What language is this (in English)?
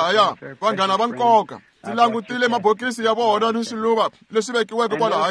Tsonga